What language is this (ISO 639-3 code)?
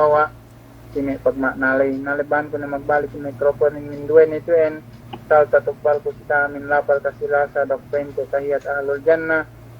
yka